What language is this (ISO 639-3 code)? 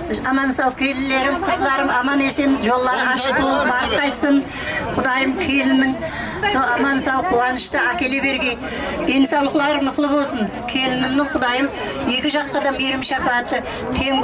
kaa